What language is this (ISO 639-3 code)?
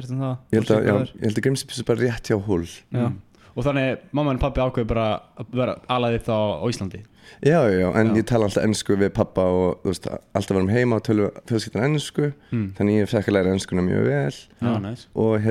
isl